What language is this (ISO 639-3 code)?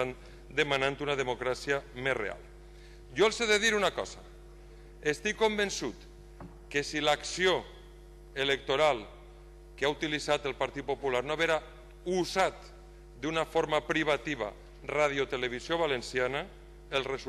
cat